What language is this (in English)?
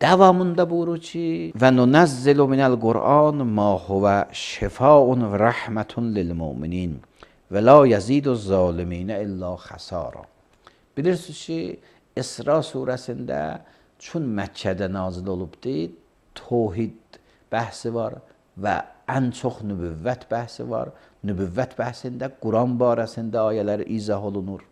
Azerbaijani